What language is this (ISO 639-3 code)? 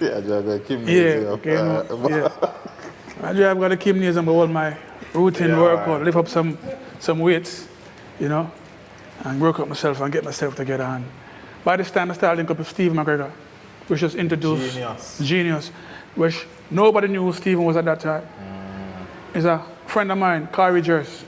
jam